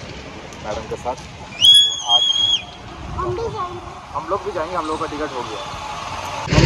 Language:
Hindi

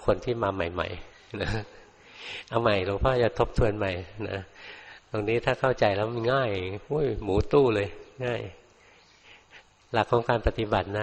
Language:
Thai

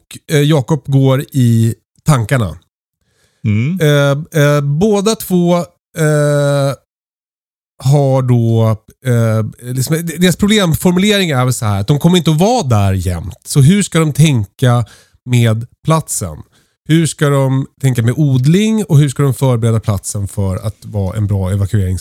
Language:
Swedish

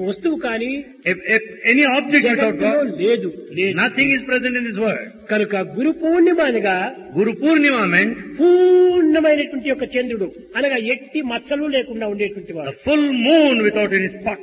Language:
Telugu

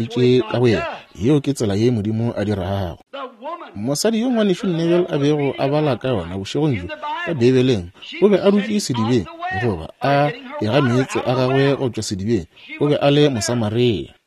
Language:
Northern Sotho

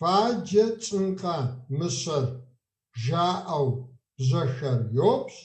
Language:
Kabardian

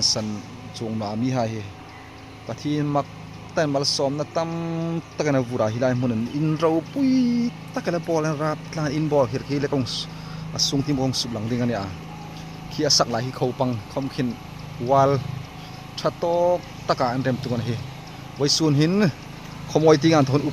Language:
Hmar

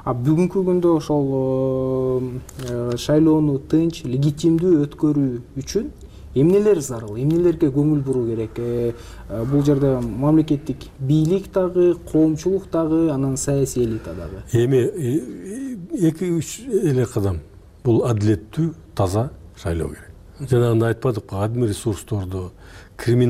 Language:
Kyrgyz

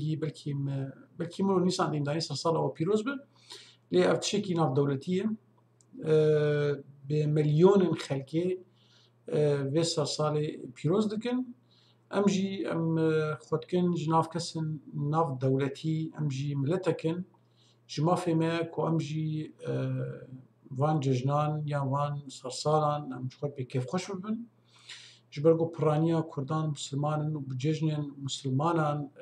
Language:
Kurdish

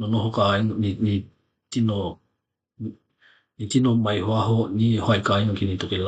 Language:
Tokelau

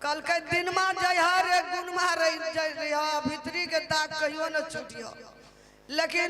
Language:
Maithili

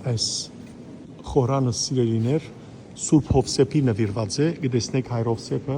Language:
Western Armenian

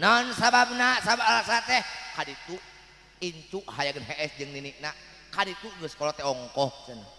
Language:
Sundanese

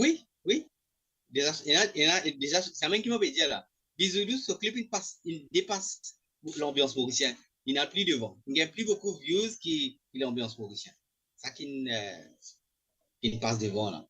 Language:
Morisyen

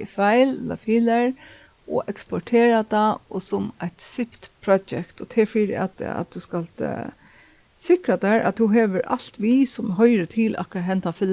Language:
Faroese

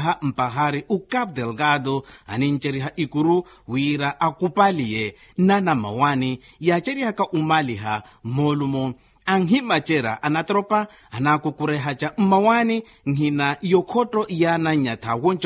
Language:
Makhuwa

